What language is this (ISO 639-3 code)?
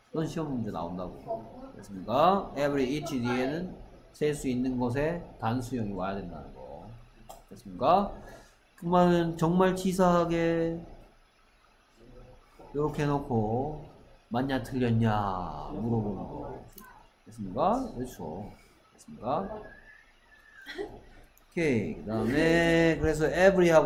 kor